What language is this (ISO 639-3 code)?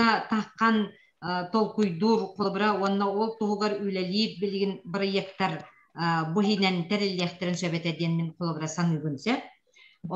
sah